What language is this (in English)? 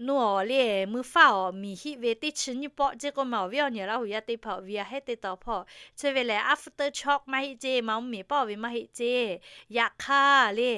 Lahu